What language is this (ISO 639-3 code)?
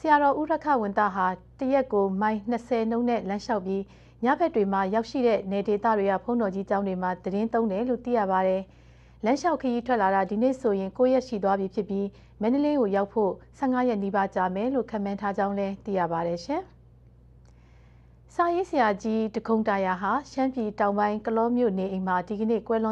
mya